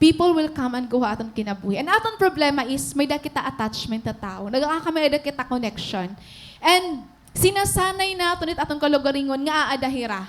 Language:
Waray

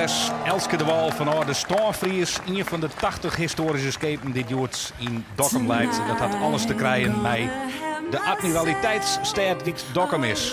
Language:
Western Frisian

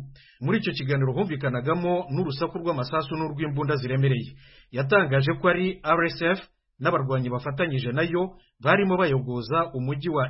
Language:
Kinyarwanda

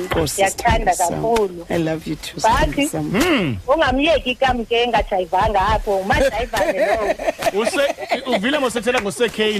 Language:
Xhosa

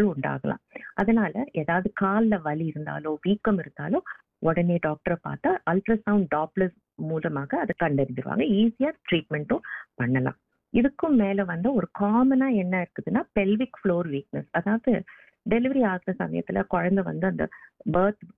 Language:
Tamil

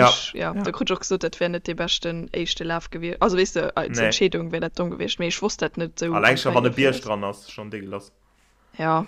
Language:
Luxembourgish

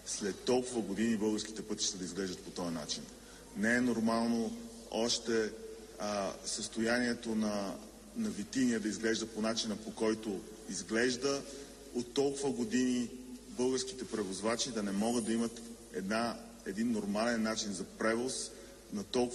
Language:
Bulgarian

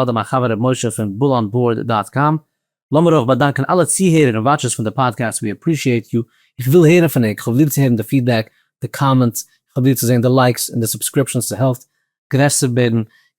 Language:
Yiddish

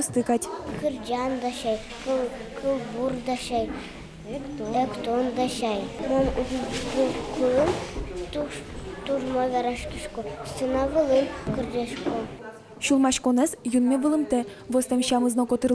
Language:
Udmurt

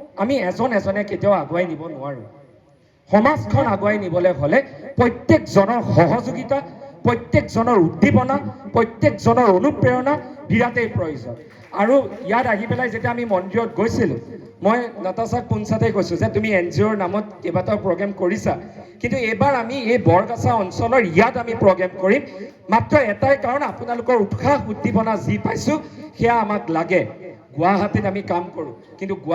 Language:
Assamese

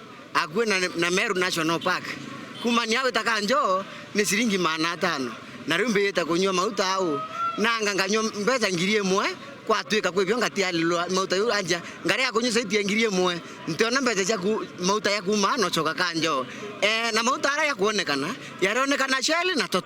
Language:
Meru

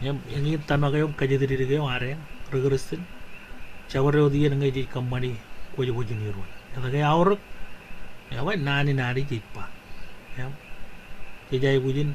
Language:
Marshallese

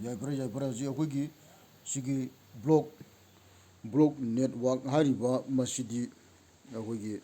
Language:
Manipuri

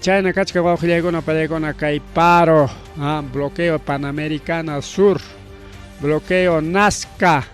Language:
Ayacucho Quechua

